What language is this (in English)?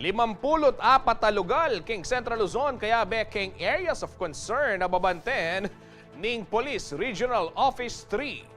Pampanga